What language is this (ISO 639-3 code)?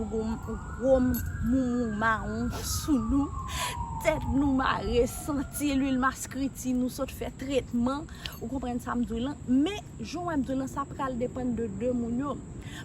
hat